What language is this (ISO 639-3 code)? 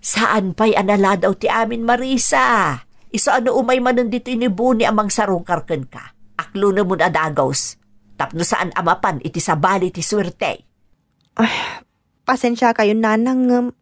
ilo